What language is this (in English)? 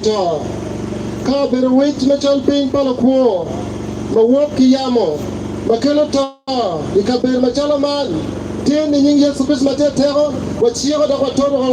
Acoli